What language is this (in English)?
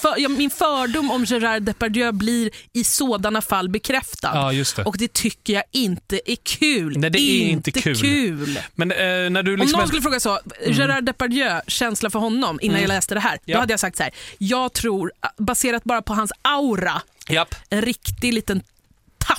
Swedish